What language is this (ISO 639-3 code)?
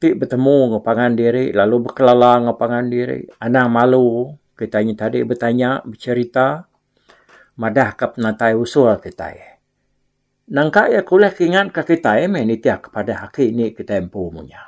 iba